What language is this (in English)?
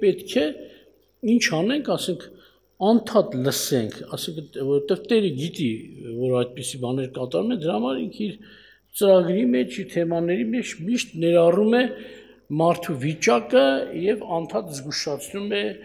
Armenian